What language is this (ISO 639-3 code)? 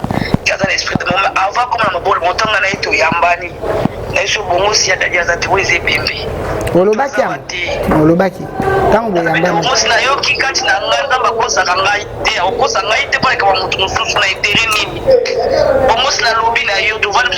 lin